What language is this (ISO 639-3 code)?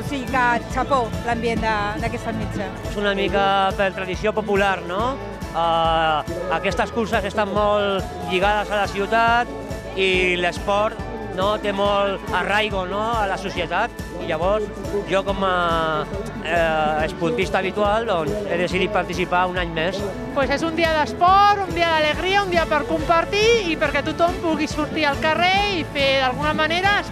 cat